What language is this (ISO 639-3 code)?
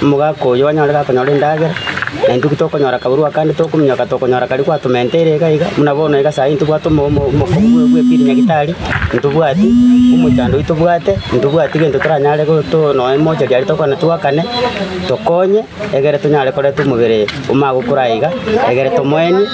guz